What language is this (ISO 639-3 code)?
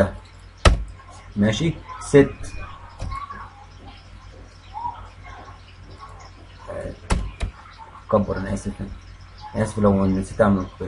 arz